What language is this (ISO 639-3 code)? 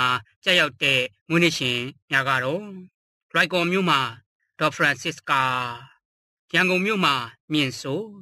mya